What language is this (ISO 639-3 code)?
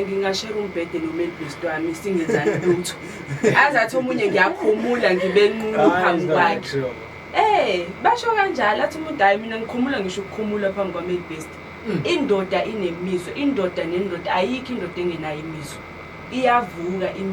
zul